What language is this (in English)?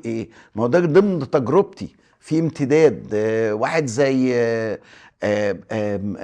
Egyptian Arabic